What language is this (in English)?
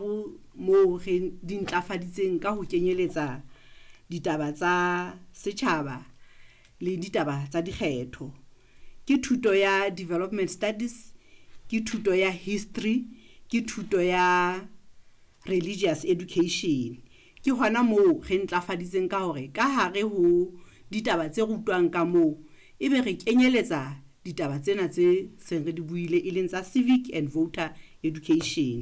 Southern Sotho